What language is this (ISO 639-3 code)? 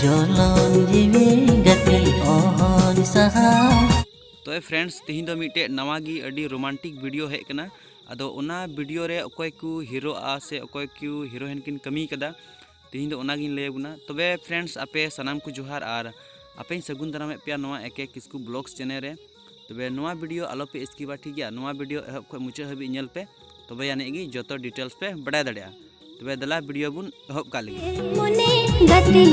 sat